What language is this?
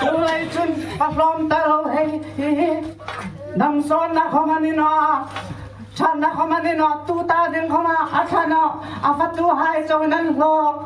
Hmar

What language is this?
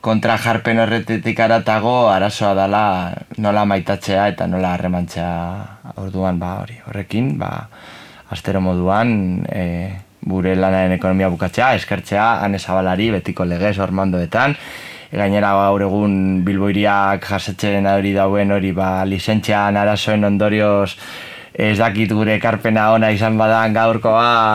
Basque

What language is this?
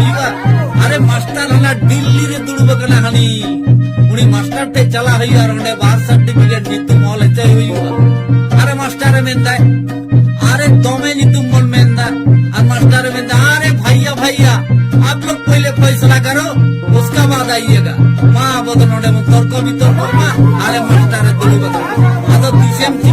Santali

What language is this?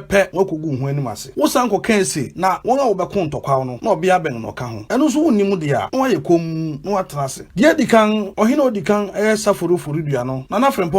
Akan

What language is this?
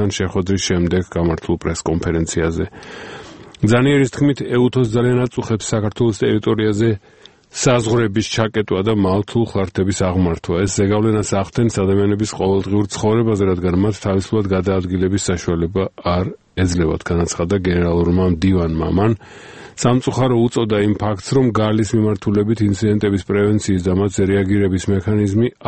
Georgian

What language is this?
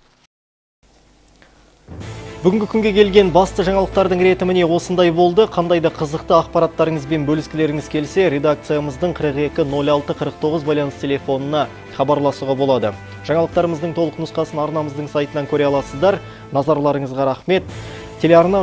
Kazakh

